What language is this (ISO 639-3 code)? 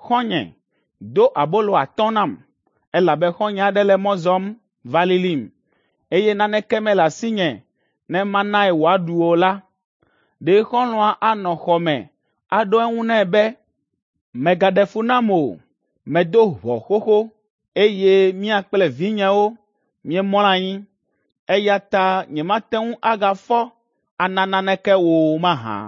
ewe